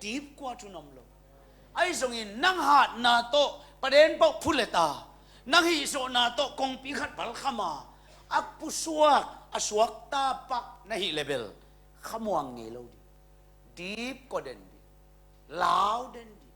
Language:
Tedim Chin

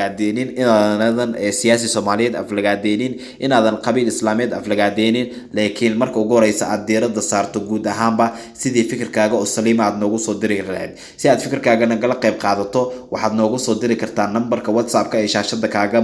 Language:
Somali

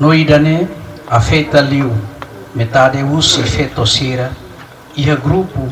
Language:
Tetum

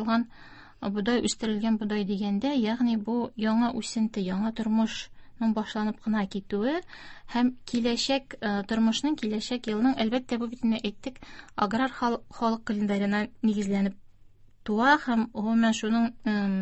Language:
Tatar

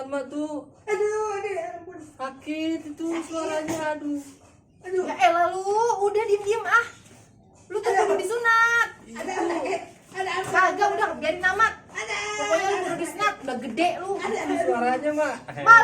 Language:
Betawi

